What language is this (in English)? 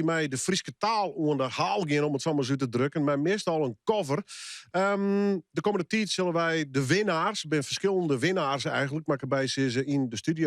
Western Frisian